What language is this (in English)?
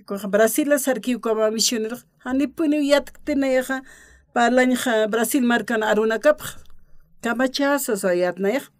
Aymara